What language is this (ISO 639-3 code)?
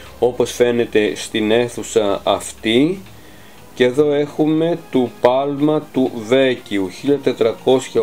ell